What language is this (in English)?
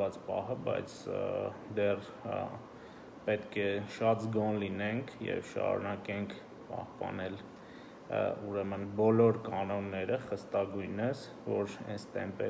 Armenian